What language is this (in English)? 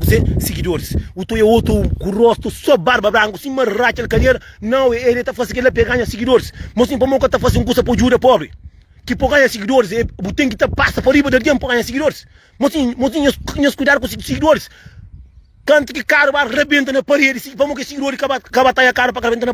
Kabuverdianu